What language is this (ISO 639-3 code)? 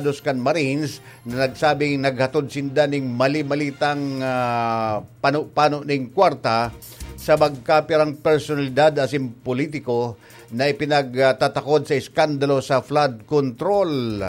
bik